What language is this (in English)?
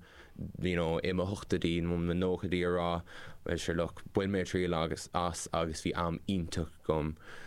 Irish